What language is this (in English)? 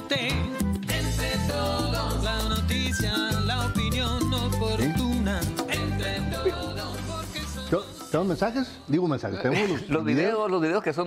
Spanish